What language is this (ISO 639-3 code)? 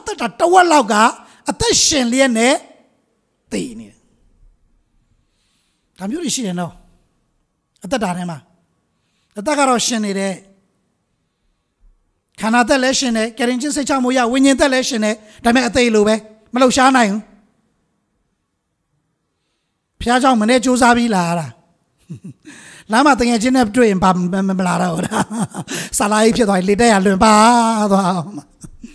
mya